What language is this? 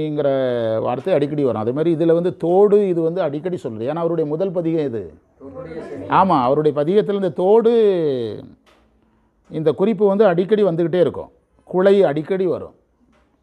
Tamil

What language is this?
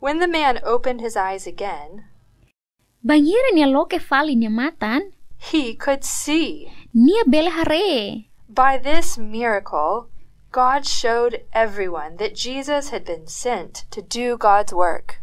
Tetum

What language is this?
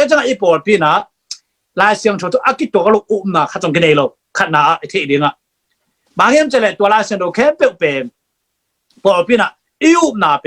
Tedim Chin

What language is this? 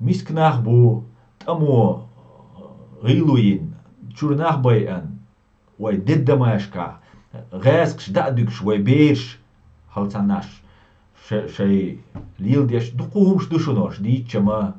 Chechen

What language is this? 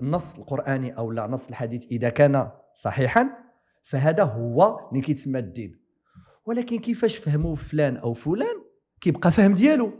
Moroccan Arabic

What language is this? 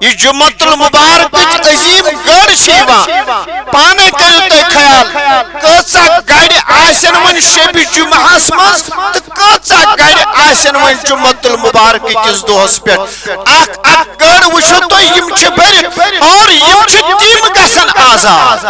Kashmiri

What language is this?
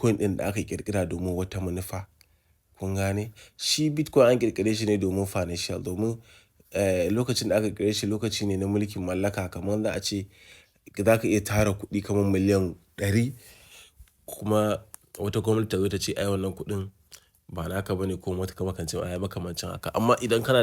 Hausa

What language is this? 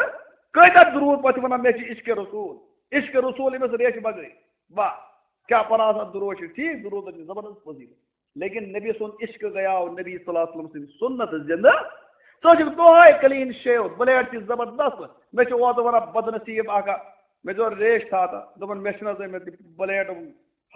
Kashmiri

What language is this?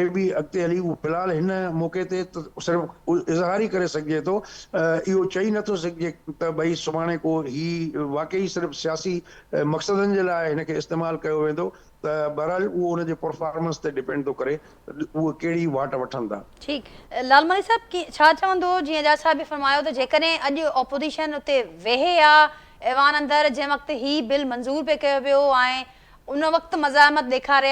Sindhi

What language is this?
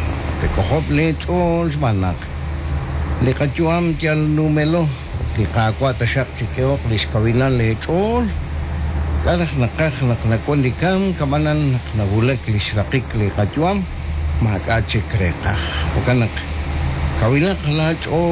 Kekchí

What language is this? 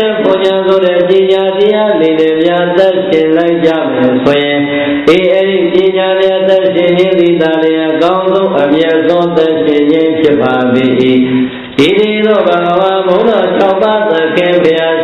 Burmese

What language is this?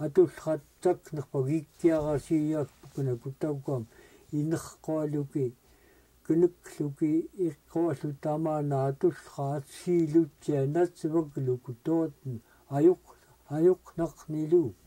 Central Yupik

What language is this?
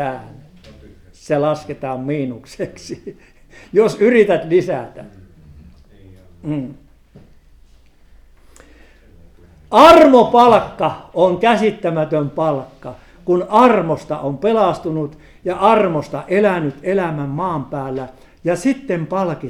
Finnish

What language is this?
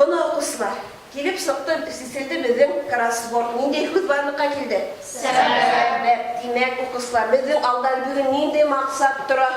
Bashkir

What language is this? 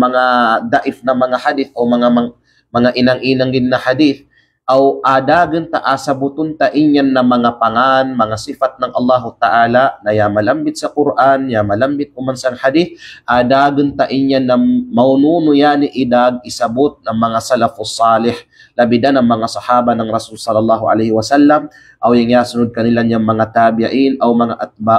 Kalagan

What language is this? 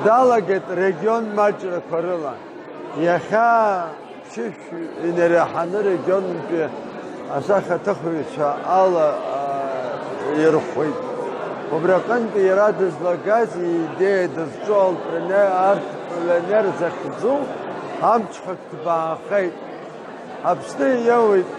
Abkhazian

